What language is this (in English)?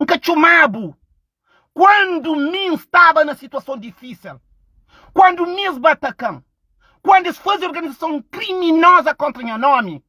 Kabuverdianu